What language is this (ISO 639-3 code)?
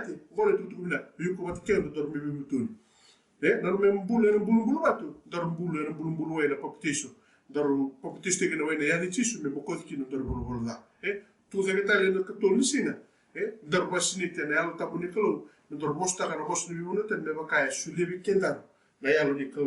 fij